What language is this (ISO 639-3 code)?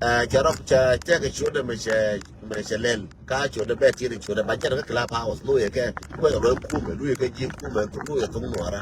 nus